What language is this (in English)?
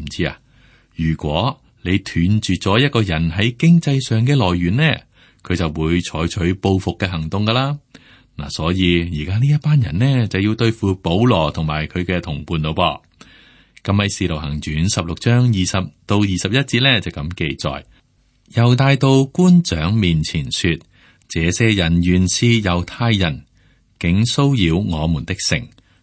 Cantonese